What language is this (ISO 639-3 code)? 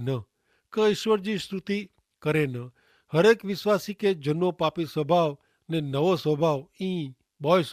kfr